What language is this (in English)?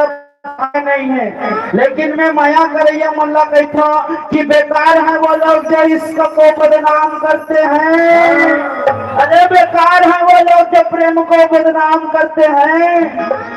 Chhattisgarhi